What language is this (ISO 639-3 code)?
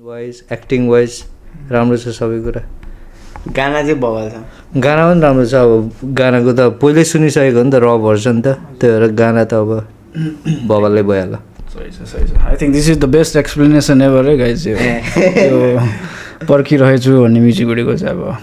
nep